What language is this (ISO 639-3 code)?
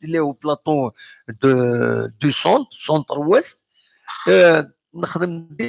kab